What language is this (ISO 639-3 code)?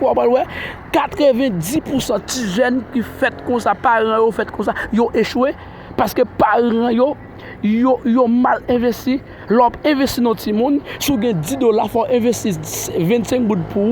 hat